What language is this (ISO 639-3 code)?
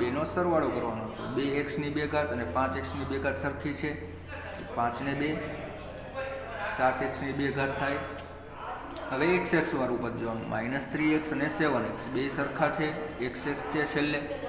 guj